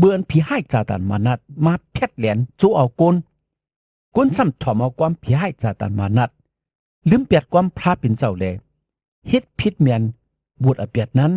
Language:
Shan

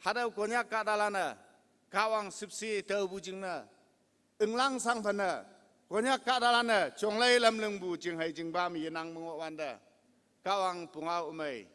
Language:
Konyak Naga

